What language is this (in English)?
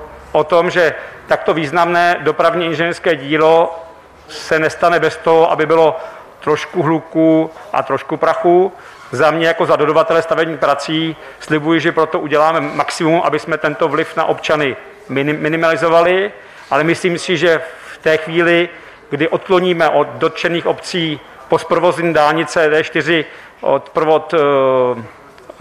Czech